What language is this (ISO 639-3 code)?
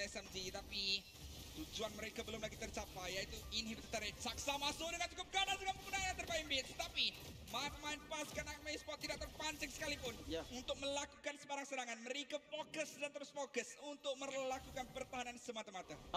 msa